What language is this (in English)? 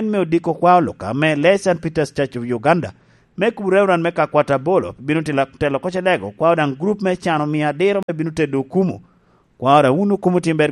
Lango (Uganda)